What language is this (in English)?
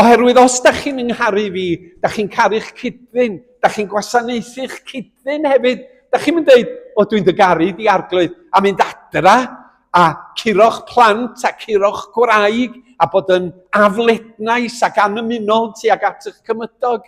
Welsh